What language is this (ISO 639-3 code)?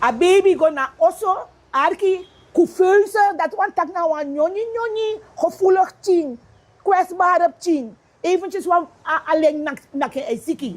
srn